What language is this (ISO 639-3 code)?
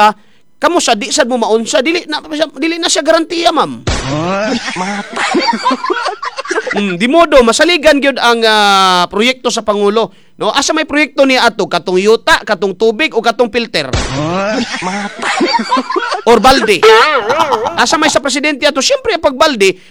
ceb